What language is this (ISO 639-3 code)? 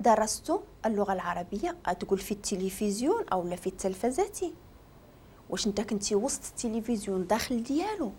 ary